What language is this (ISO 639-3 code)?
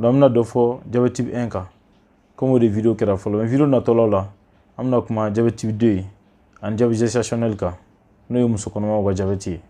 bam